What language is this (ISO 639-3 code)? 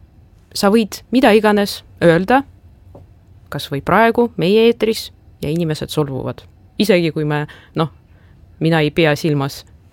est